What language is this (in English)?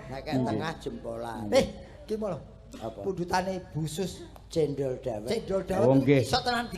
Javanese